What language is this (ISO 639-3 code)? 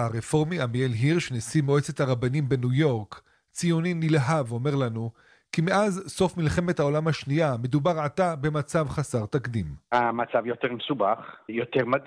heb